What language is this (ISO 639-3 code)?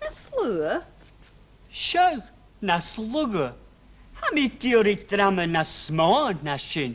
gla